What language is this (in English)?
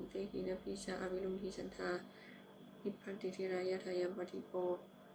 Pali